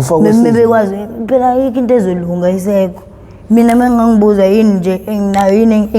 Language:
Zulu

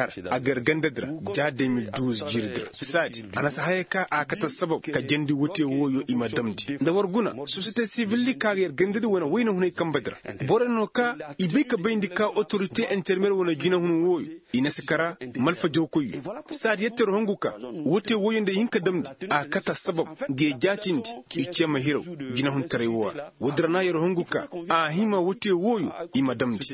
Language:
Koyraboro Senni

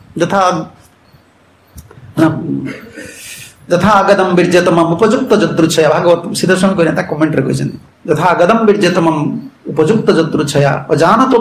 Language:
Odia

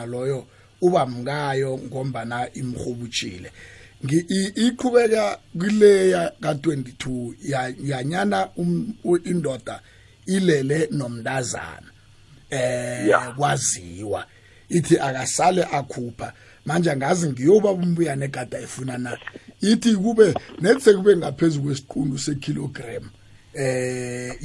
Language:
South Ndebele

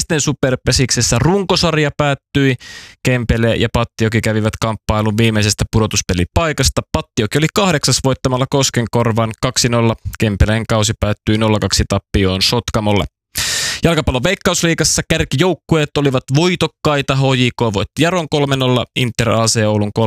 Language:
Finnish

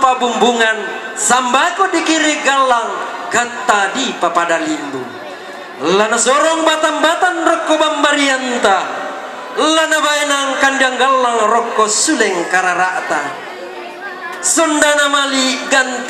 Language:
Toraja-Sa'dan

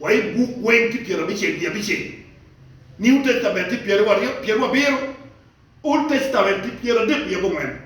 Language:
Acoli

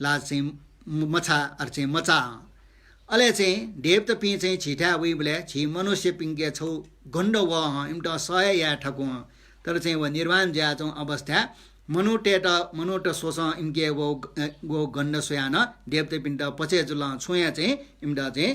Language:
Newari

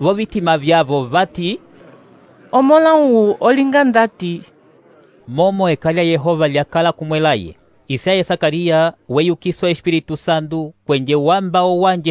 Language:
Umbundu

